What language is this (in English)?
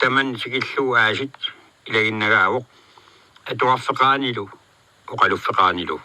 Kalaallisut